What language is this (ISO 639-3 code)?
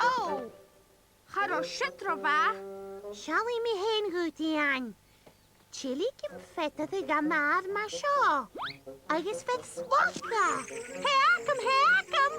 gla